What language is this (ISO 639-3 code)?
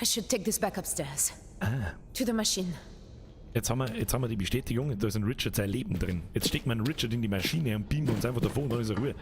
bar